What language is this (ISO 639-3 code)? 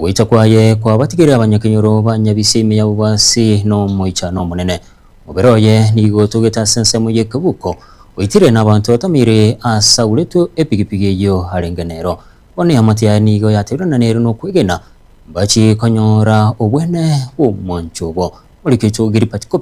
guz